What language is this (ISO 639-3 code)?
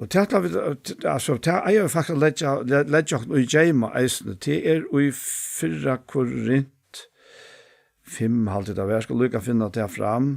fao